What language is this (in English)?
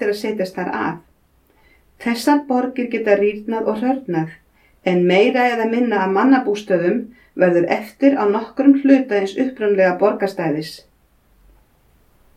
Icelandic